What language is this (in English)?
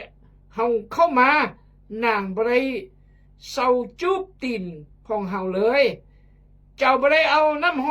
Khmu